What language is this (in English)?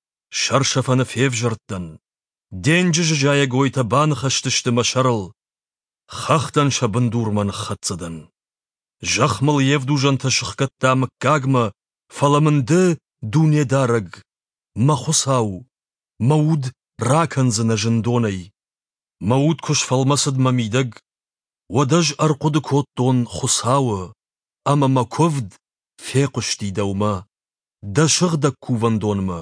Ossetic